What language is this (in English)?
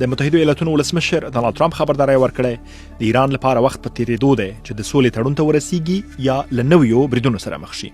Pashto